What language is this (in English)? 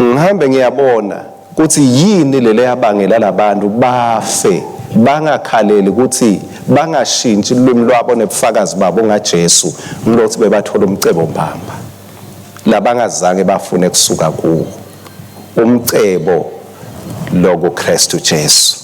Swati